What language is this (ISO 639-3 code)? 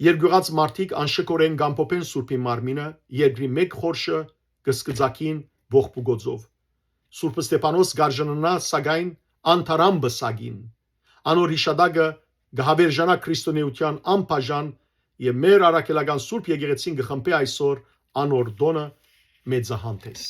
hyw